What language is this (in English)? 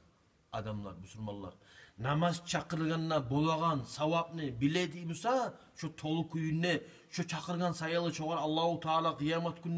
Kumyk